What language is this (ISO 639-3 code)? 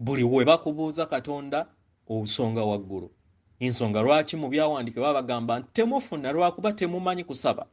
lug